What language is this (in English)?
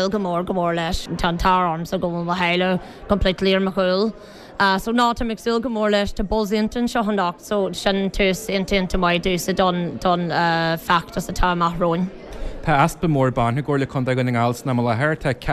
Irish